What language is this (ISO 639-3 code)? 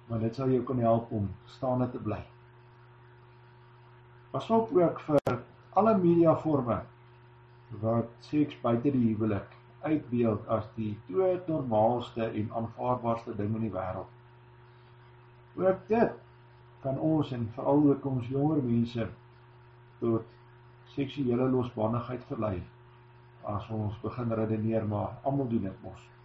afr